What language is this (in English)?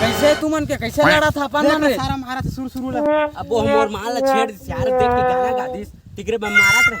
Chhattisgarhi